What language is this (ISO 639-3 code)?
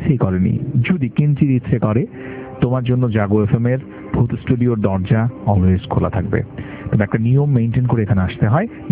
ben